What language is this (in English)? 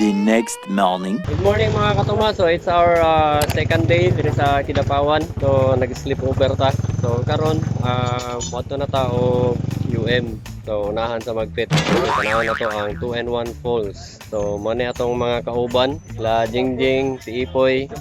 Cebuano